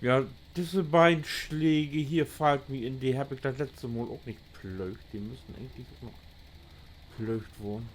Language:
Low German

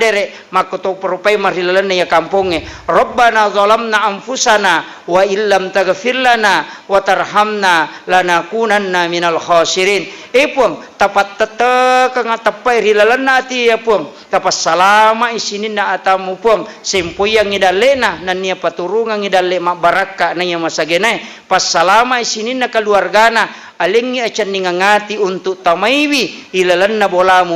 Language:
Buginese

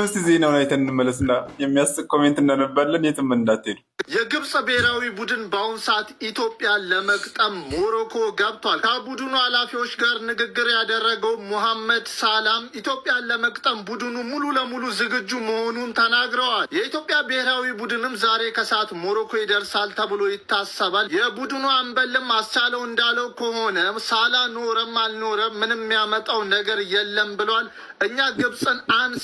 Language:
Amharic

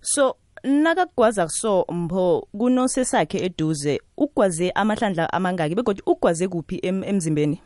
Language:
South Ndebele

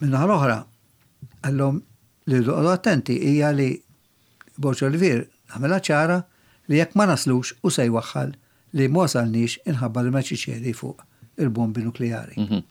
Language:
Maltese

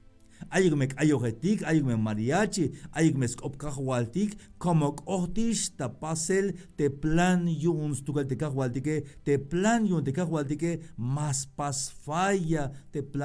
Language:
Tzeltal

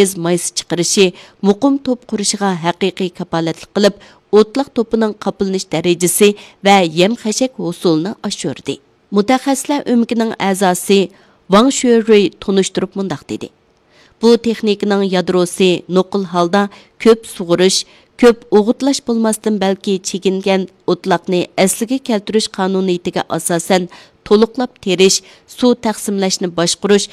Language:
Uyghur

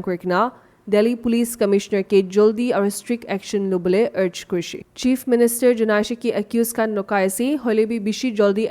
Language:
Naga Pidgin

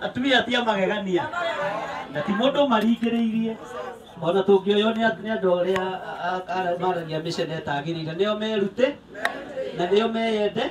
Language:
Kikuyu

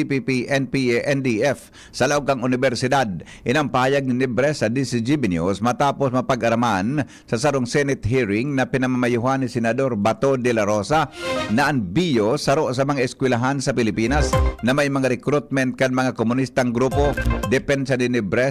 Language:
Bikol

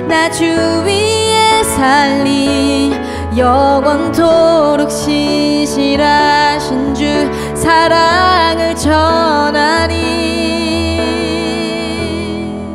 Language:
Korean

